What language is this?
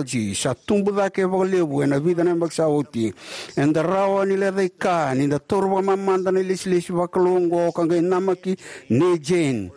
Fijian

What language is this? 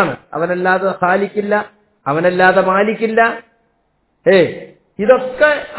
Malayalam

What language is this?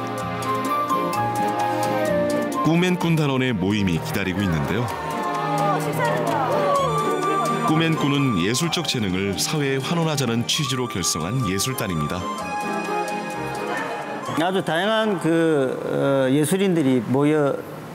Korean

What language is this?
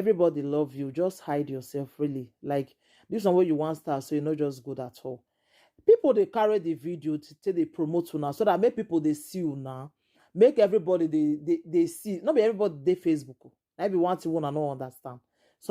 Nigerian Pidgin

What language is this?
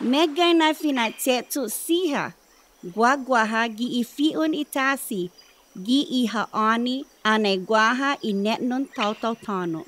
Chamorro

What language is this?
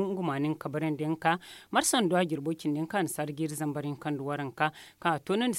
Zarma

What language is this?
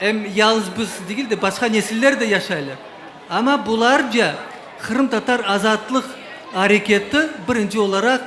Crimean Tatar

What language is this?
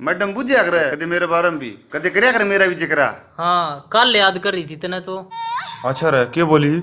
Haryanvi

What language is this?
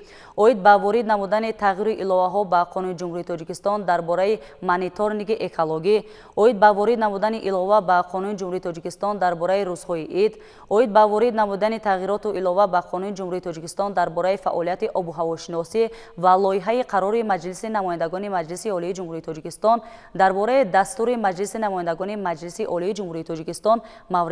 Tajik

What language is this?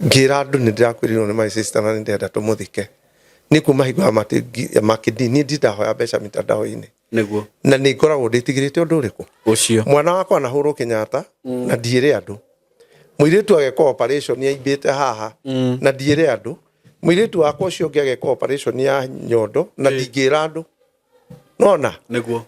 Kikuyu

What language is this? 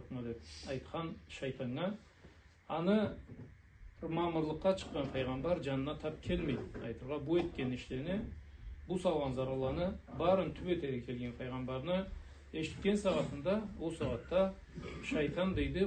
Karachay-Balkar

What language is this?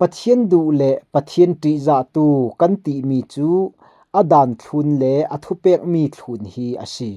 Falam Chin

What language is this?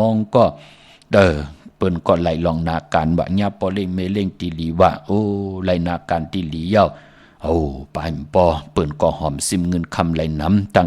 Shan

